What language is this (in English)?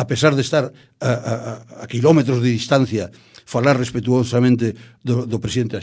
Galician